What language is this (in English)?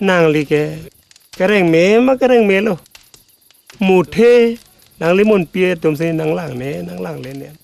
Karbi